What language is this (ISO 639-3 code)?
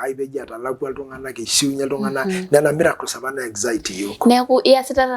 mas